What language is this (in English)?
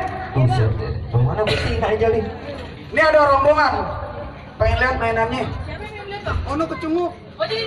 Betawi